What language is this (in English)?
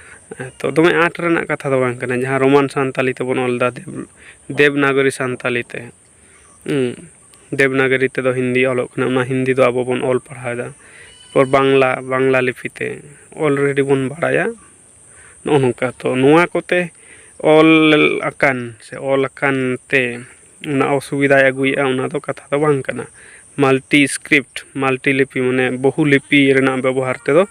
Santali